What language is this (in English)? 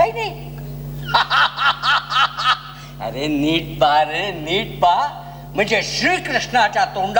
Marathi